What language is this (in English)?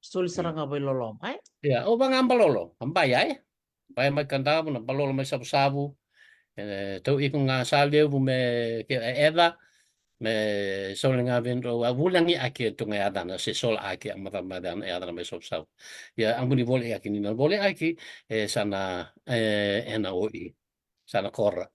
Fijian